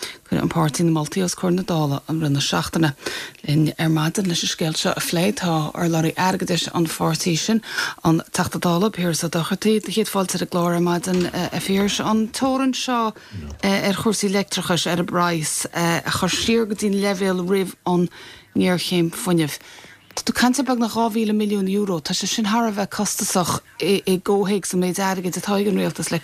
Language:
Irish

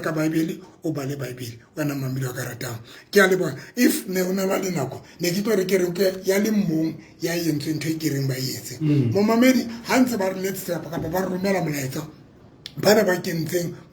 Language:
Southern Sotho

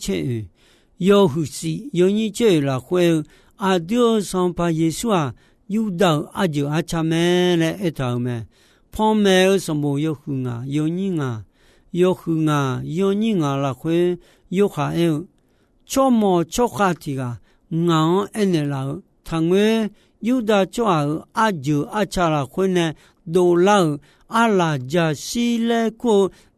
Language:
Akha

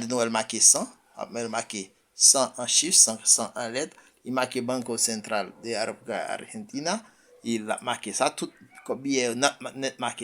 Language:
Haitian Creole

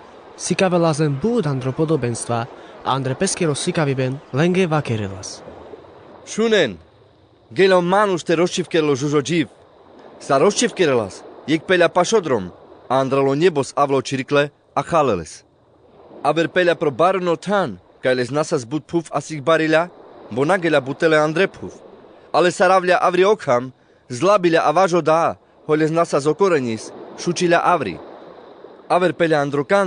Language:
Carpathian Romani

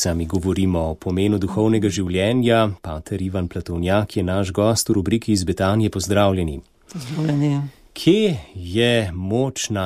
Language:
Slovenian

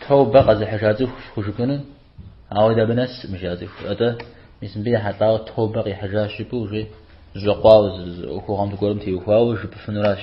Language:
Kabardian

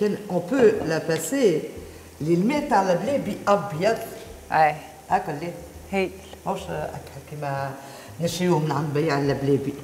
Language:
Tunisian Arabic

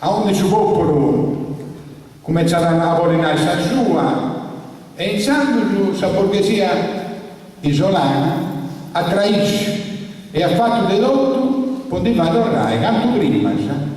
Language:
Sardinian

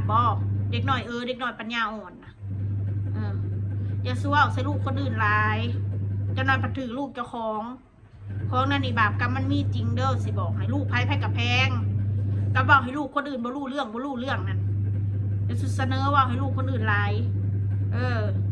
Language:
Northeastern Thai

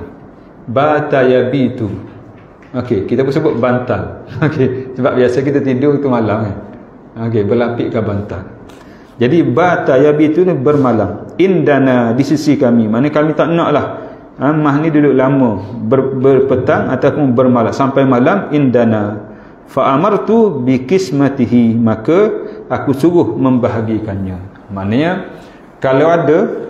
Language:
Malay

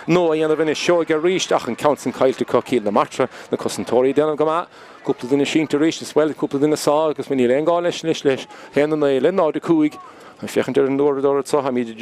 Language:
Irish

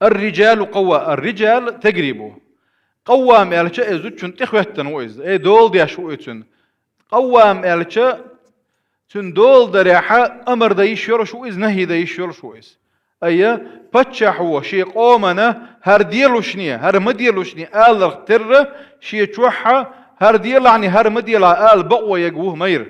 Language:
Chechen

